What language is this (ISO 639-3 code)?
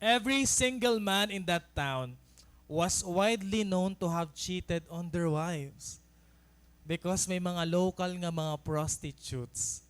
war